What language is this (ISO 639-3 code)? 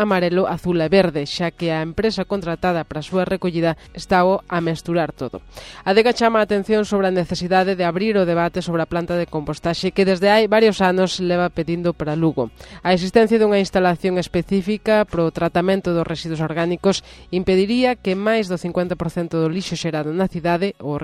glg